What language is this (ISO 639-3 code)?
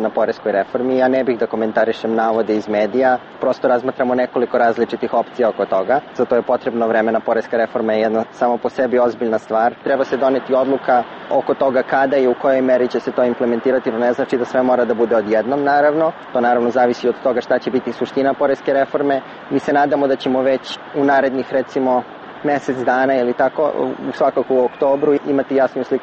srp